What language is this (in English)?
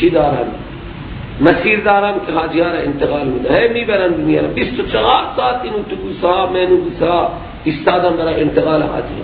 Persian